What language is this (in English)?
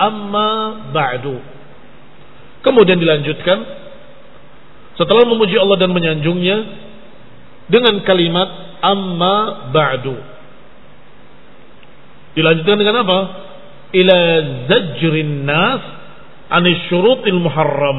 Indonesian